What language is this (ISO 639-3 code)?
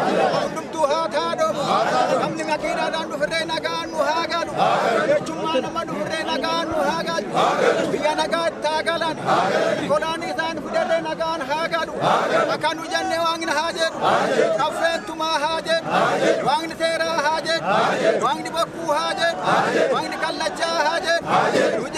orm